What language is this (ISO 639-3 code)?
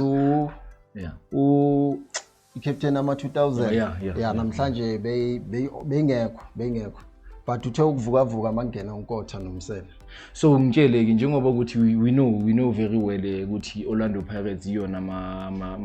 zul